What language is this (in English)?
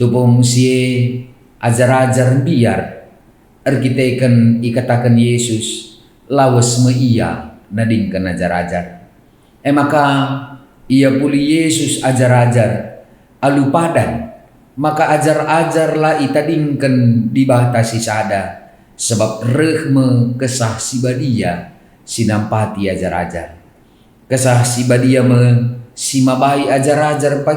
Batak Karo